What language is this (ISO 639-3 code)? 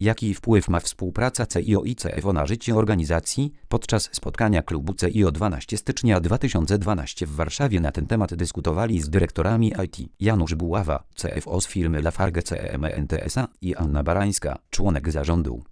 pol